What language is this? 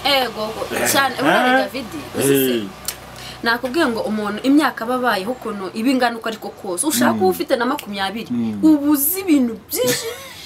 Kinyarwanda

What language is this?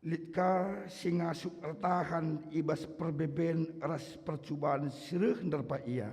Batak Karo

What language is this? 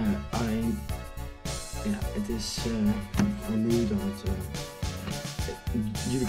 Dutch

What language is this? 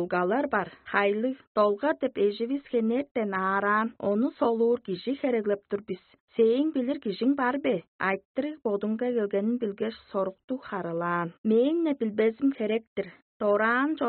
Tuvinian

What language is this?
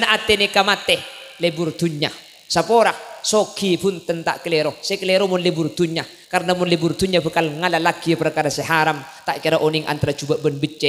Madurese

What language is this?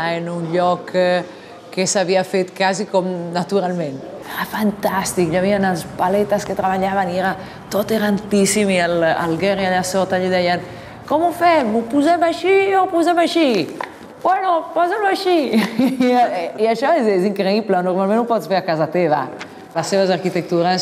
Catalan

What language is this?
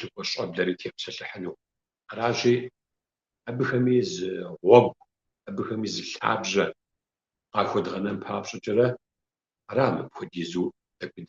Kabardian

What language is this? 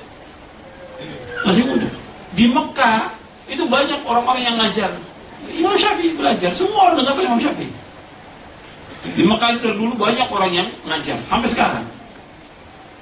Indonesian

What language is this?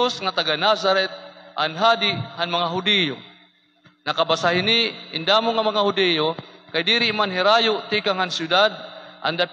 Waray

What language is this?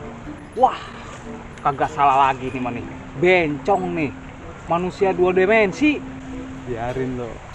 Betawi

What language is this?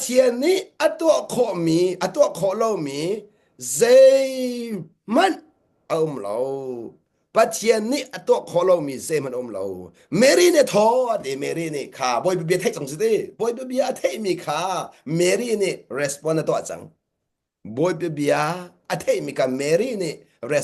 Hakha Chin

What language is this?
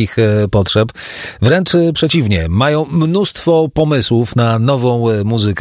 Polish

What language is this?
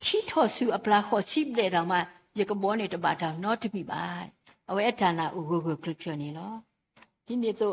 S'gaw Karen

